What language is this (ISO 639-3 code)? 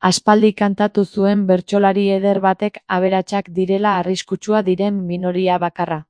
eus